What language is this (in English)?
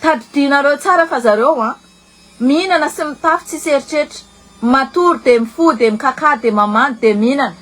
Malagasy